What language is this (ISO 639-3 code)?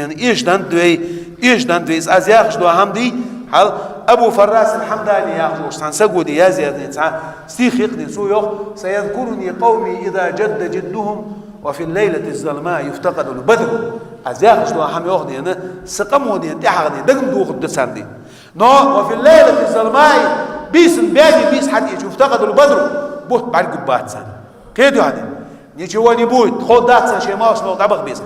inh